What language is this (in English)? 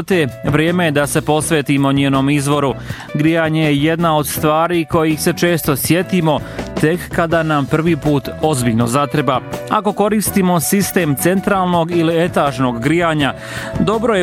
Bosnian